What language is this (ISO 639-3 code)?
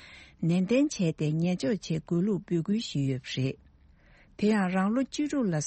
bod